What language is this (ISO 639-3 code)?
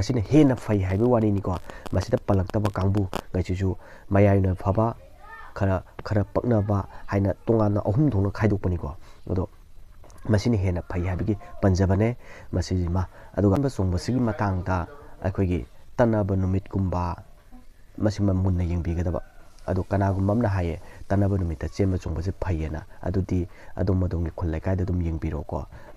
mni